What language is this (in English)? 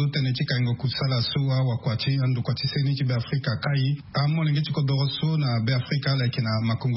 Sango